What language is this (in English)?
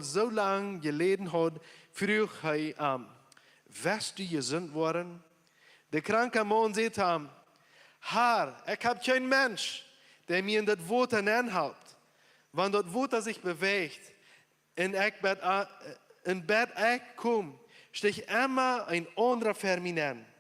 Plautdietsch